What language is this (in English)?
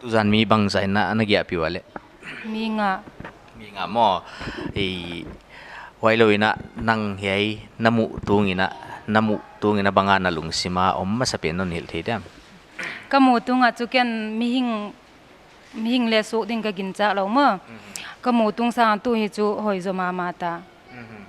Paite Chin